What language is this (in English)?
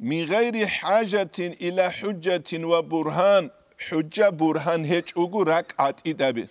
Avaric